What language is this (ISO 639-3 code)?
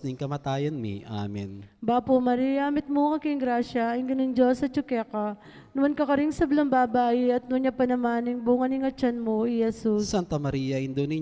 pam